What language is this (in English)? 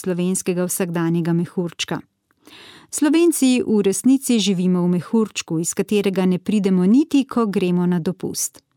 Slovenian